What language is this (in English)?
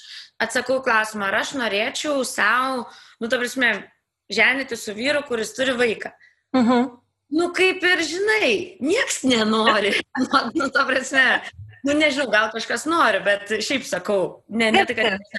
Lithuanian